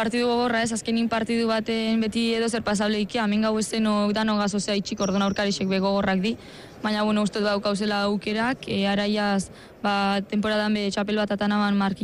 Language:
Basque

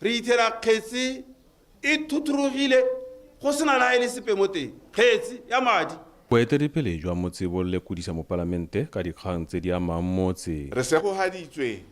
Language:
Tswana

